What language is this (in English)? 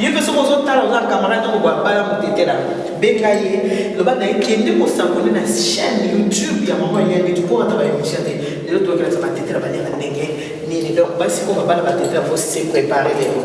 Lingala